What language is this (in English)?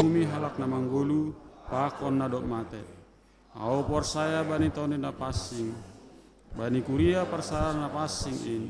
Batak Simalungun